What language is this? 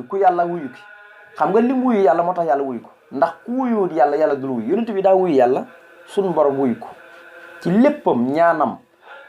Wolof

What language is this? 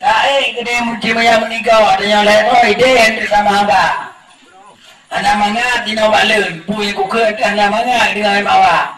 Achinese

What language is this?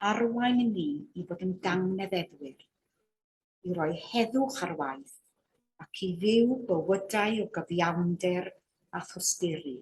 Welsh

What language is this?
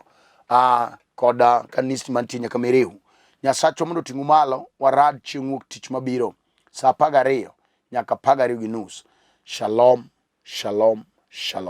Luo (Kenya and Tanzania)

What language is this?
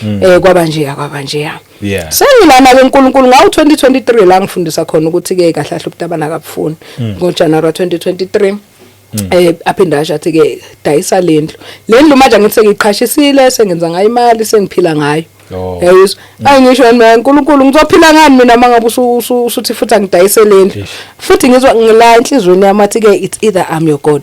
Zulu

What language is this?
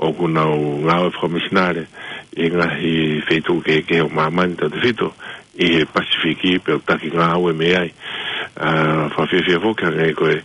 Tongan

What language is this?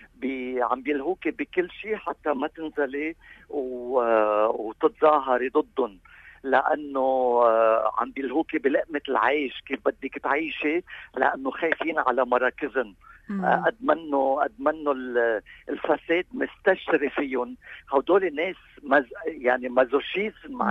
North Levantine Arabic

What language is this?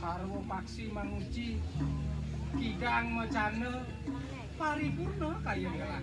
Balinese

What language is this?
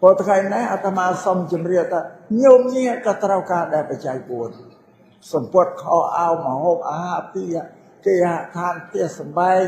Khmer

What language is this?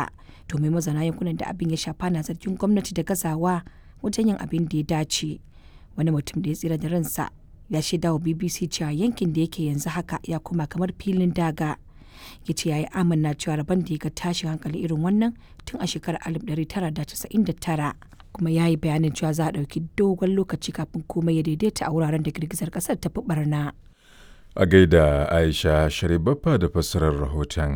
Hausa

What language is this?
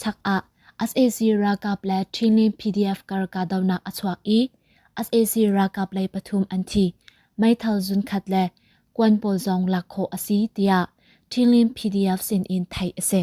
Hakha Chin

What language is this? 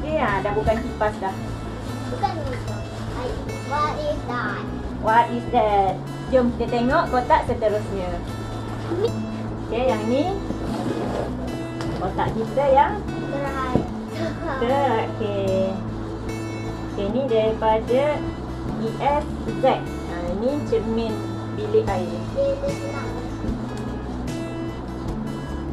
Malay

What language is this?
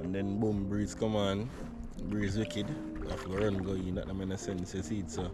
Jamaican Creole English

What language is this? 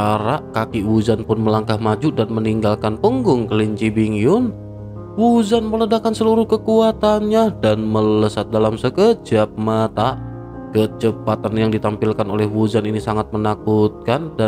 Indonesian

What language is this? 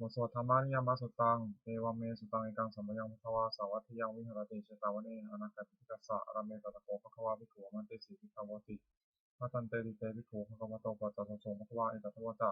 Pali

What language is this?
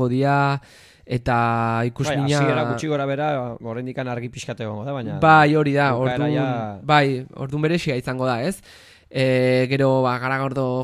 Basque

